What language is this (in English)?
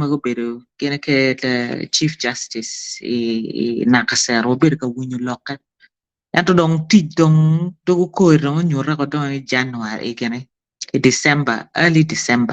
Acoli